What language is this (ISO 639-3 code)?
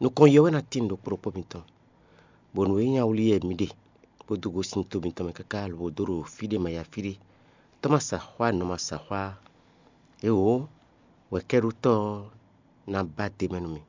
fon